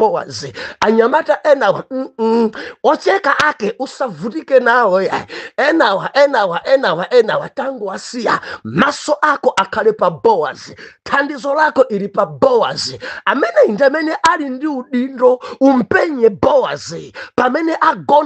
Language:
Nyanja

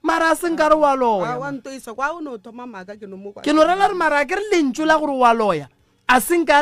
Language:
Northern Sotho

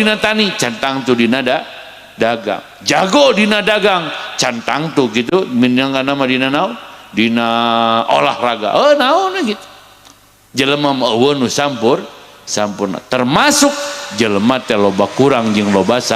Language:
Sundanese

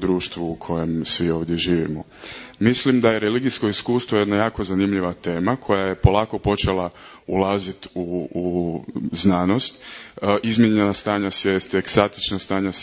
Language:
Croatian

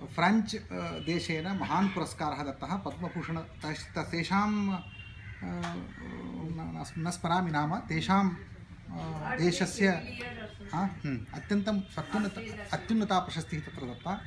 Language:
Sanskrit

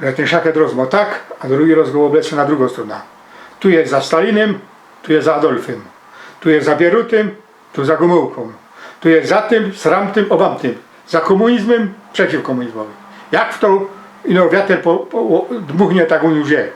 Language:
Silesian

